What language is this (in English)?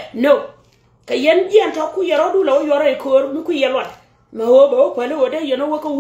Nuer